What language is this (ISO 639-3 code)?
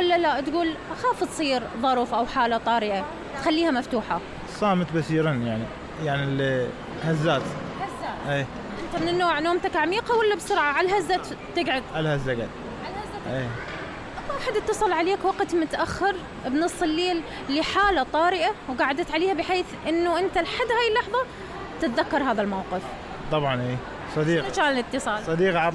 acm